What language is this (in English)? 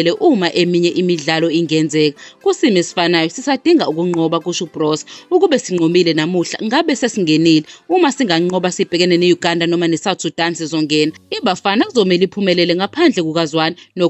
Zulu